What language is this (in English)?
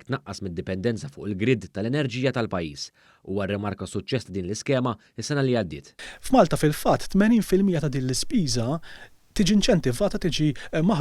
Maltese